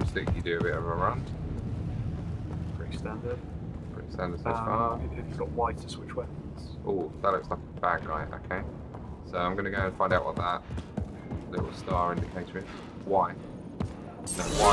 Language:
English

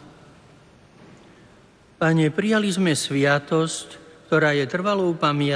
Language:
Slovak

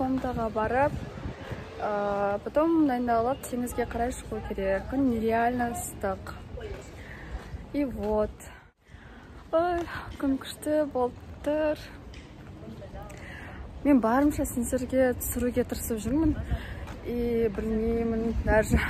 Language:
Kazakh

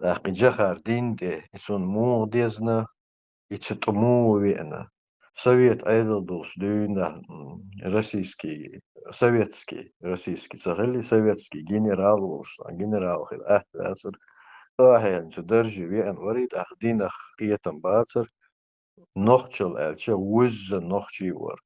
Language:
Chechen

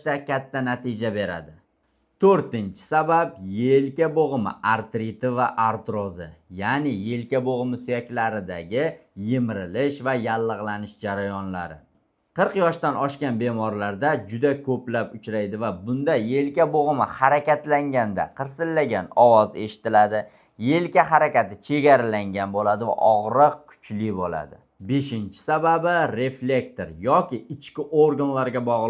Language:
Uzbek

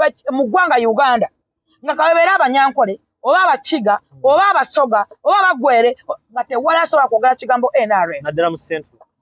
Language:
Ganda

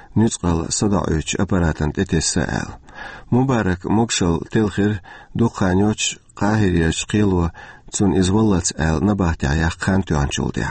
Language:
Chechen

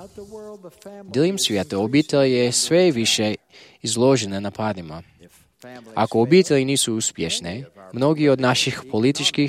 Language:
Croatian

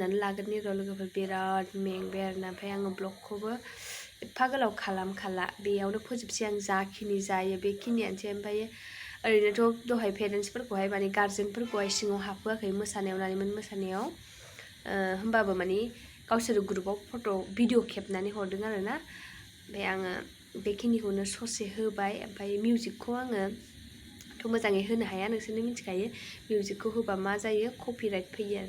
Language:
Bodo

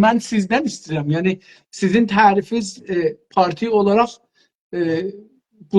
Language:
South Azerbaijani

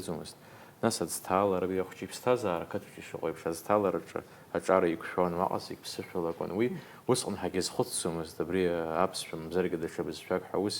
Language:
Abkhazian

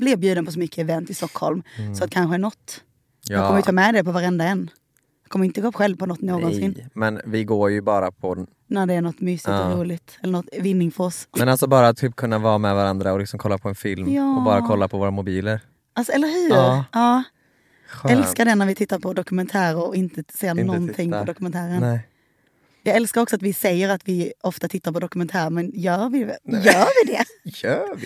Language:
Swedish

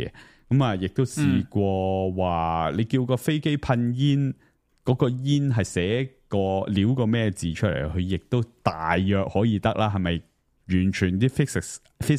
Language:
Cantonese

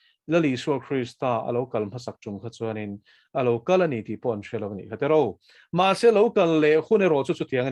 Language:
Mizo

